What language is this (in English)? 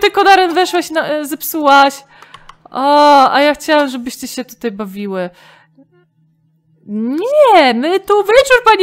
Polish